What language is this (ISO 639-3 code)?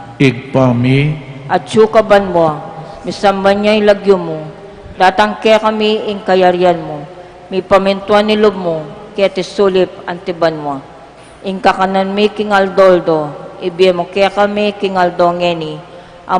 pam